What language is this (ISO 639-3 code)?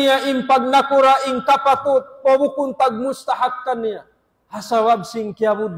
tsg